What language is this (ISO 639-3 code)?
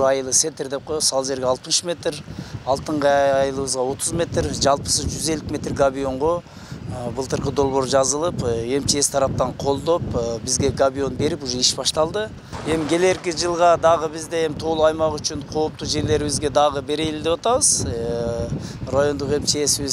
kir